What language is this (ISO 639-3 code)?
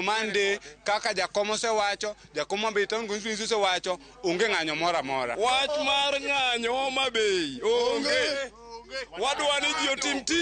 luo